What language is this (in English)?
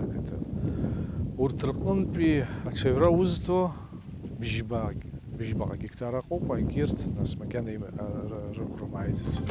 Abkhazian